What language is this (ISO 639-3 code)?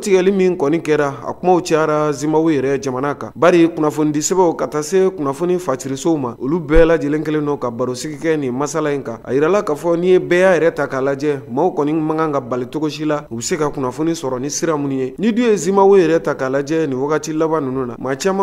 bam